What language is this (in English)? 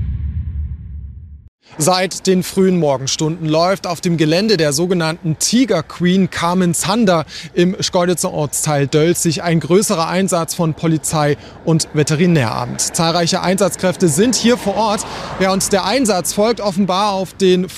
German